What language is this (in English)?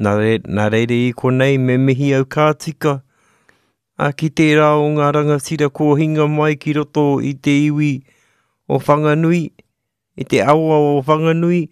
Māori